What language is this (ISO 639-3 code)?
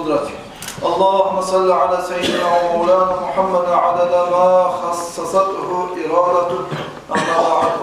kum